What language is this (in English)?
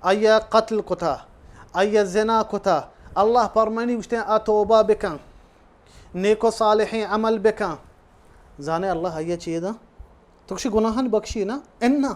Baluchi